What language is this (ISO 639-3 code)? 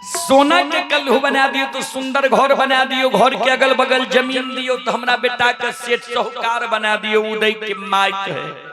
mai